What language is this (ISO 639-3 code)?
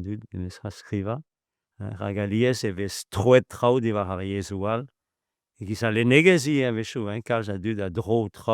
bre